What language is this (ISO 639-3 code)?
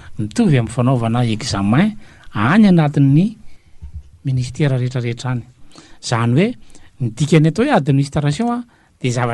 mlg